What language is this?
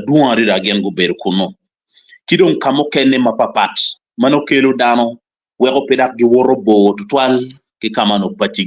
Acoli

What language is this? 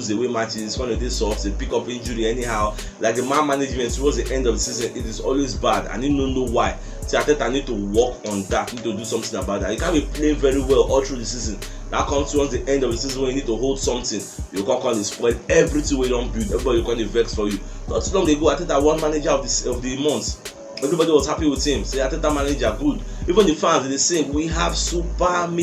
Nigerian Pidgin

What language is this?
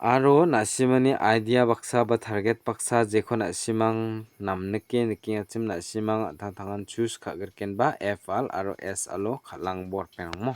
Garo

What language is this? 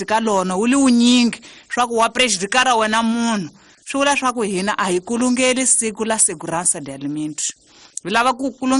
Tsonga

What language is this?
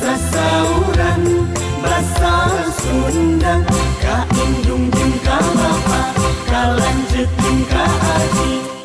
Sundanese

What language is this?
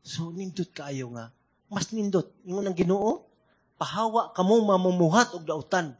Cebuano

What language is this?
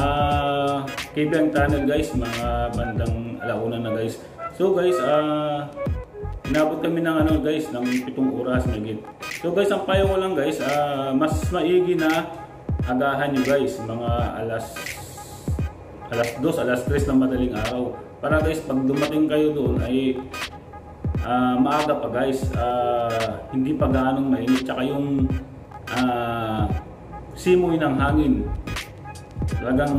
Filipino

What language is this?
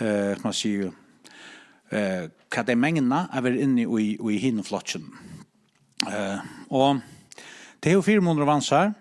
Faroese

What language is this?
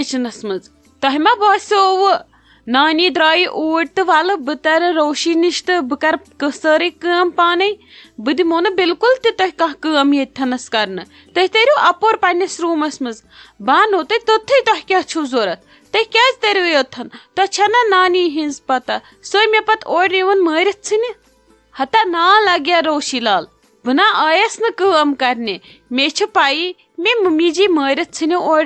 Kashmiri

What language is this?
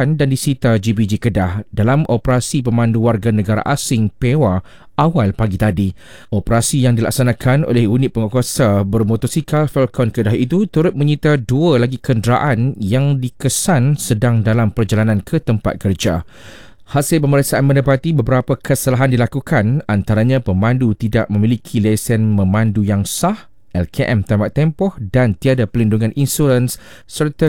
Malay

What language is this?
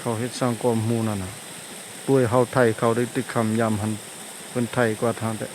Shan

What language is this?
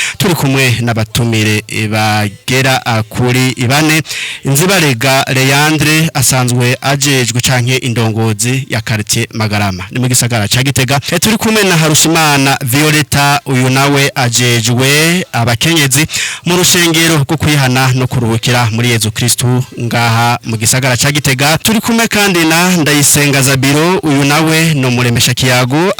Rundi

